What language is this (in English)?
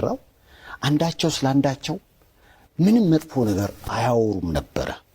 Amharic